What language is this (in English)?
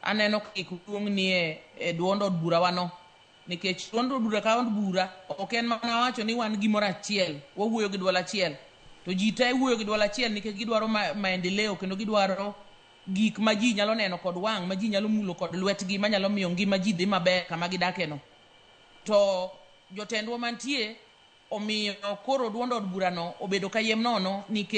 Luo (Kenya and Tanzania)